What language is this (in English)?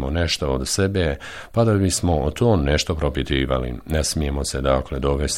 Bosnian